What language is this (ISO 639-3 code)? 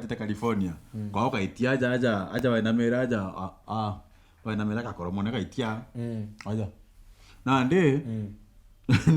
mer